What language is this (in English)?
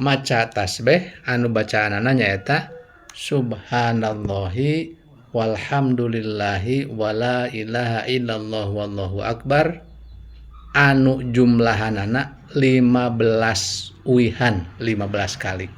Sundanese